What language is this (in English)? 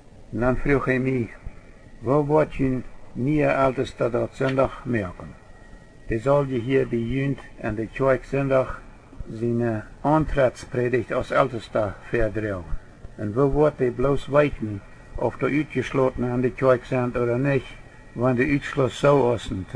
Plautdietsch